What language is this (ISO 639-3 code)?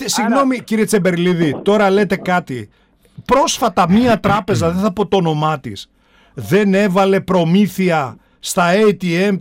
ell